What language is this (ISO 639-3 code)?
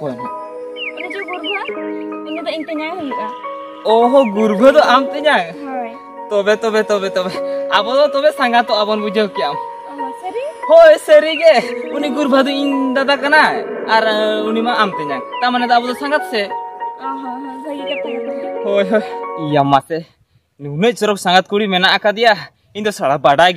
sat